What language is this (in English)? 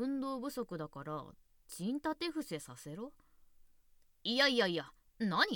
Japanese